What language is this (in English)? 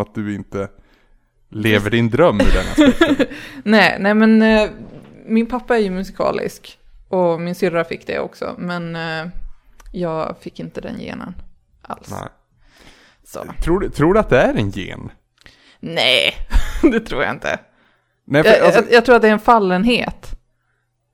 Swedish